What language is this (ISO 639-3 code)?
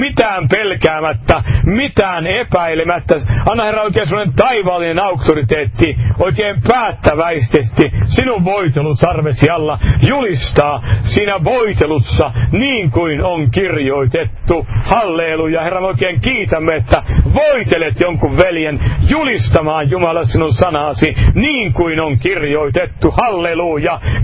fin